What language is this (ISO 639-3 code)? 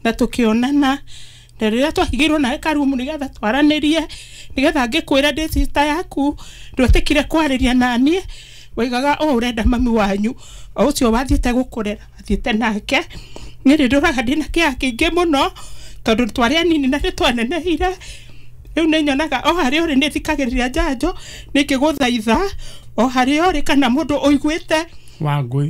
kik